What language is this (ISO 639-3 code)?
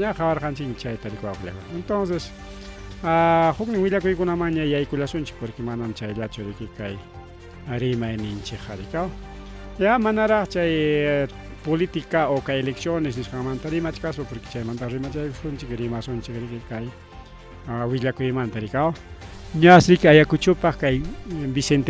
quy